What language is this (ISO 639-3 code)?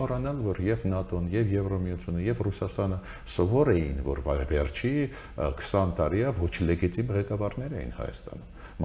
hye